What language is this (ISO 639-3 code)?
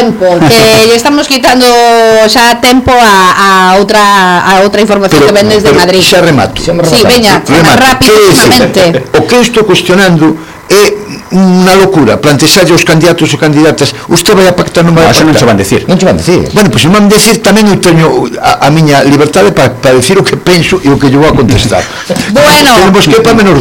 glg